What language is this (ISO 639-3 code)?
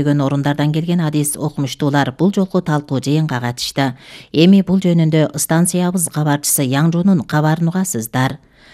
kir